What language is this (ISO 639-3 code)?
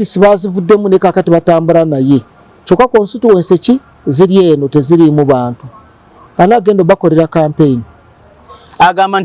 lug